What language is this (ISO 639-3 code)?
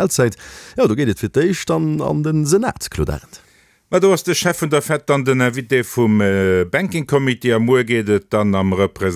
ltz